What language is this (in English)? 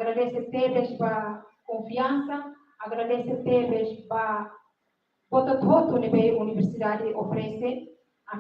Tetum